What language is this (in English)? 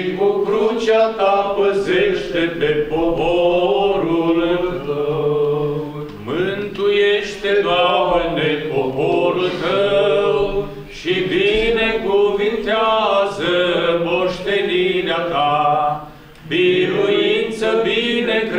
Romanian